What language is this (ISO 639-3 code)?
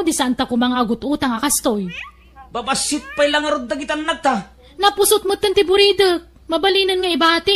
ilo